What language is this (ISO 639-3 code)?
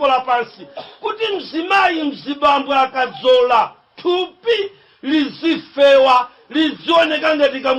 nya